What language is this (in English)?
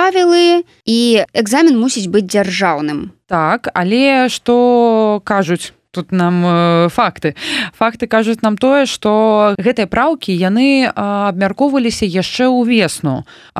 Belarusian